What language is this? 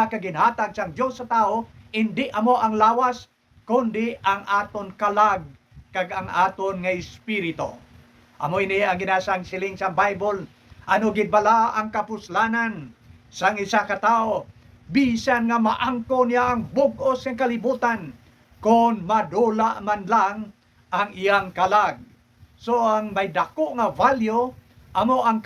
Hiligaynon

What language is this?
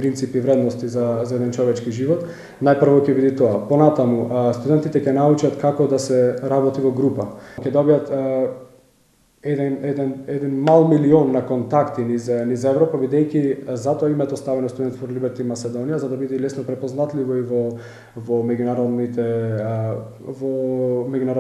Macedonian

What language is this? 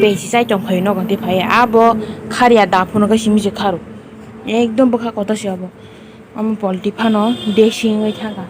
Kok Borok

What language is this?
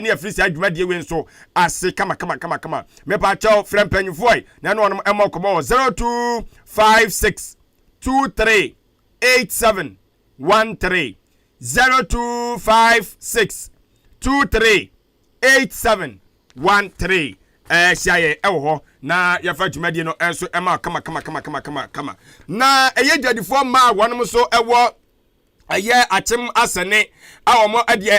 Akan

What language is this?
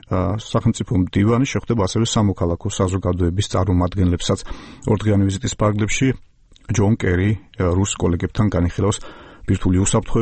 Georgian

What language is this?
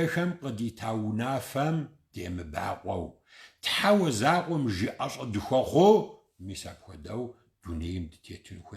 Kabardian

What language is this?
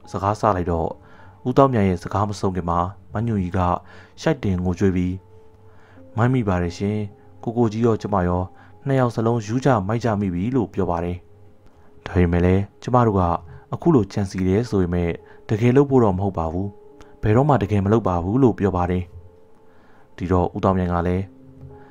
Burmese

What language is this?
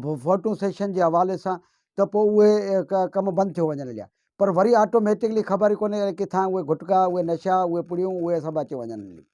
Sindhi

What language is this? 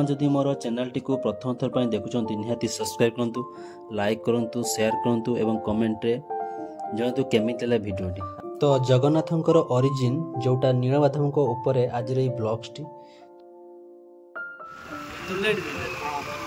Odia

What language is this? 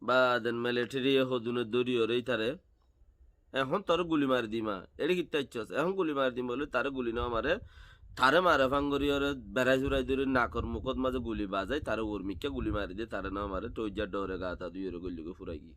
Rohingya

